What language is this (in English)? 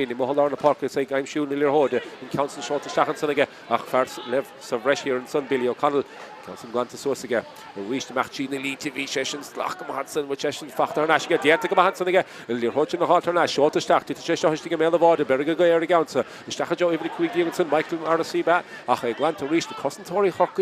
Irish